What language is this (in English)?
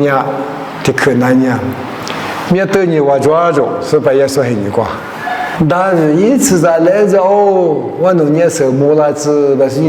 Lisu